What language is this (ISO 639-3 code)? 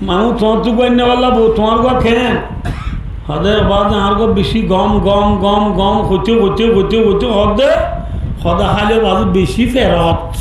rhg